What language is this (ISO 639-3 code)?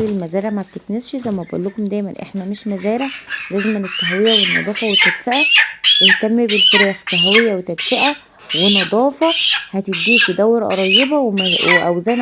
arz